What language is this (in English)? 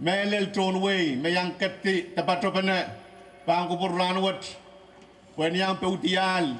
Pohnpeian